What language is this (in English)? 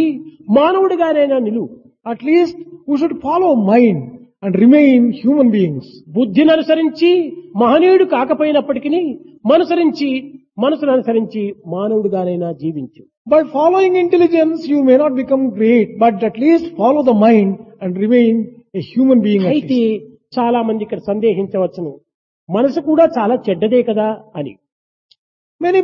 Telugu